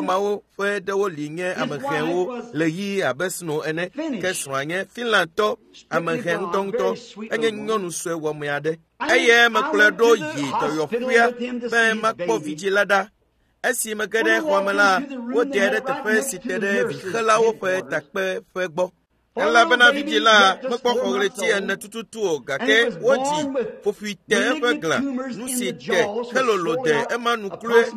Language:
Ewe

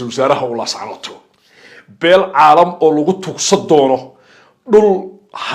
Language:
Somali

